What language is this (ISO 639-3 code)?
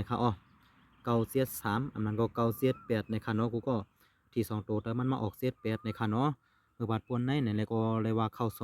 shn